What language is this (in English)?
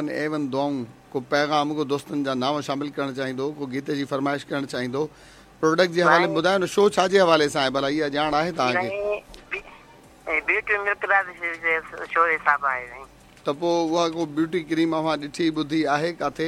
Sindhi